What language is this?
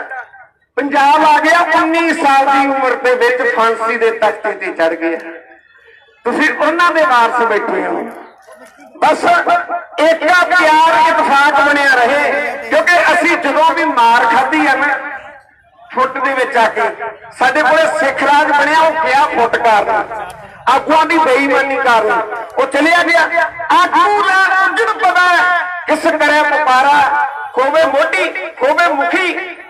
Punjabi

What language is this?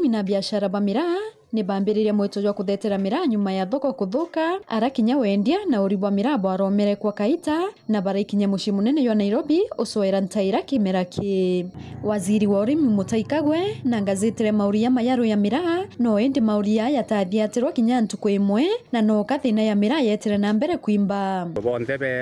Meru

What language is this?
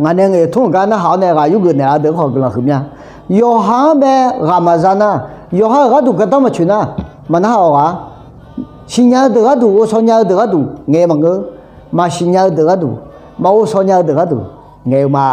Akha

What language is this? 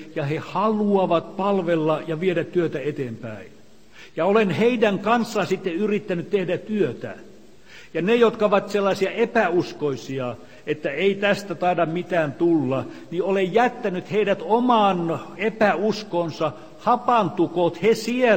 Finnish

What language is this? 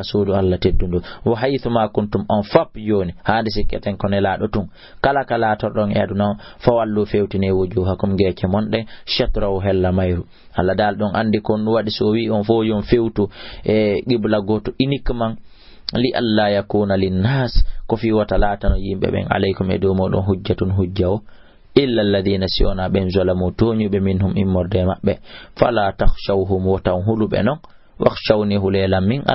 Fula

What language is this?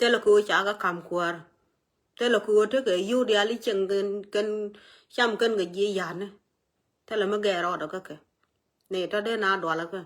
Nuer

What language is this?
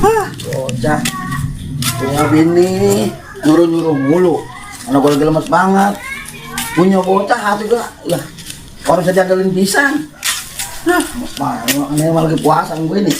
Betawi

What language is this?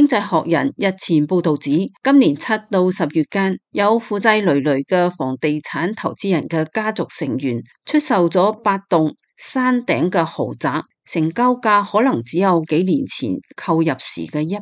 Cantonese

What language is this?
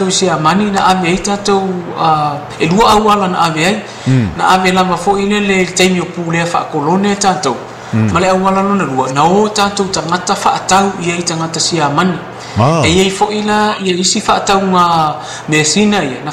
Samoan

